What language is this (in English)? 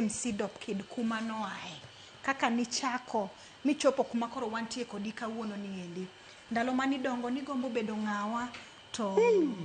Luo (Kenya and Tanzania)